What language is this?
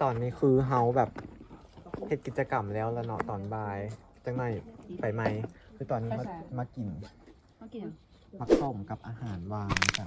Lao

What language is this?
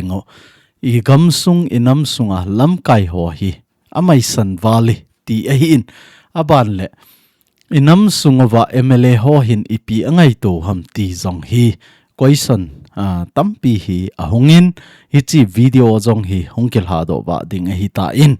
Thado Chin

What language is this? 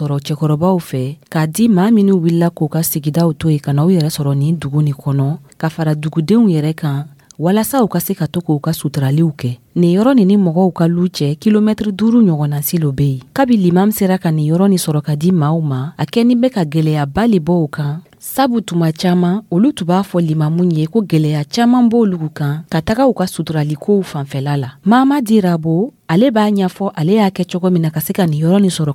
Dyula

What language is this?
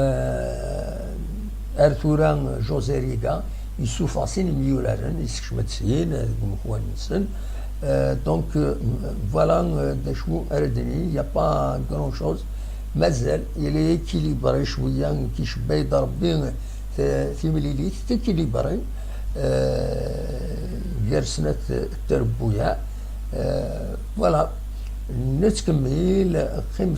Kabyle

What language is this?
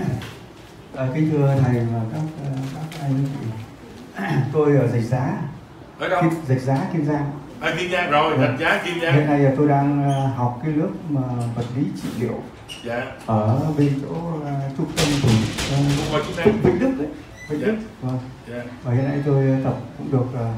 Vietnamese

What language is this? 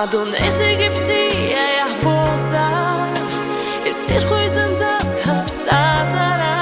Abkhazian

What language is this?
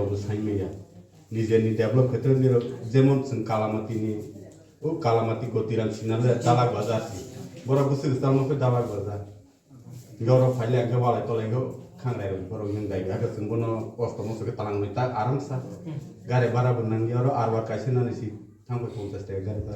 Riang (India)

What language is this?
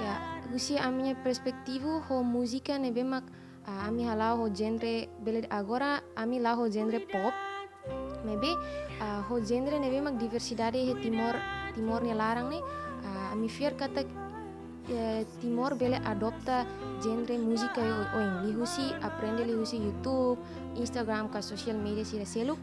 Tetum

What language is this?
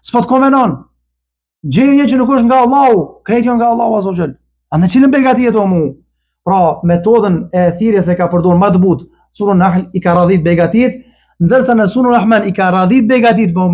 Albanian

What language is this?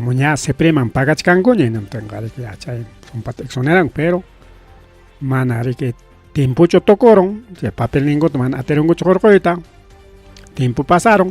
Ayacucho Quechua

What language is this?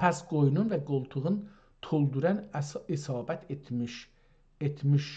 South Azerbaijani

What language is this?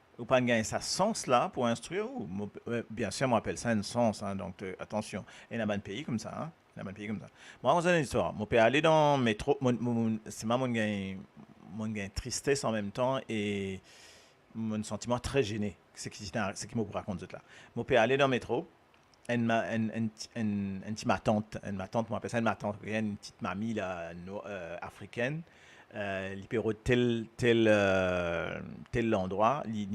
Morisyen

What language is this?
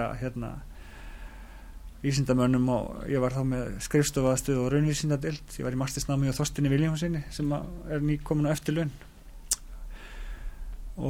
Icelandic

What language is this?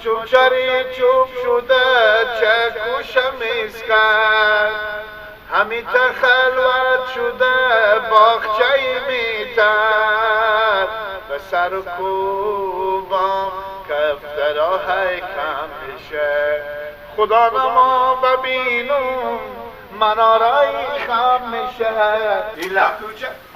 Persian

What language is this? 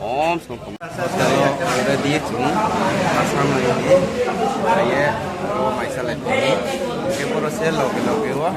Riang (India)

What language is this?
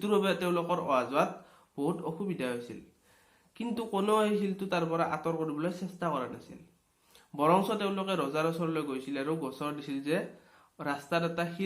Assamese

